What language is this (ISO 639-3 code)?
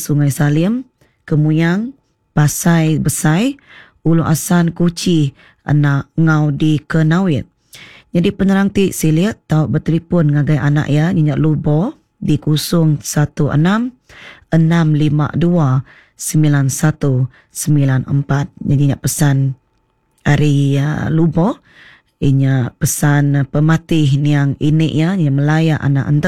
iba